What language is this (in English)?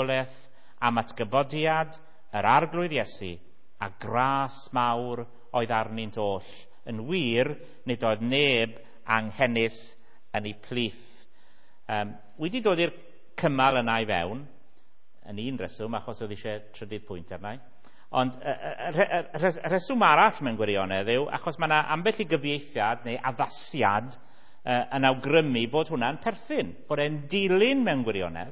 Welsh